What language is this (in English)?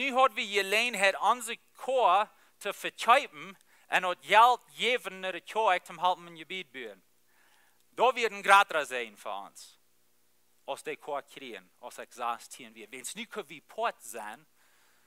Plautdietsch